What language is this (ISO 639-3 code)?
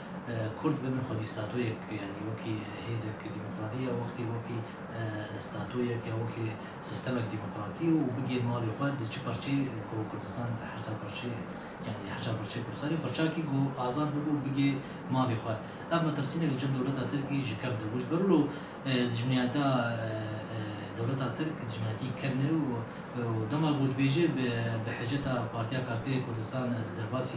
kur